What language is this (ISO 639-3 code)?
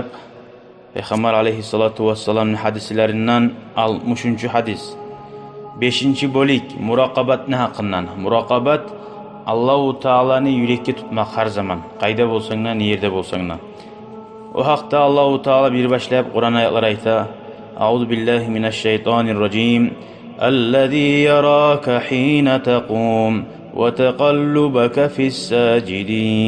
kum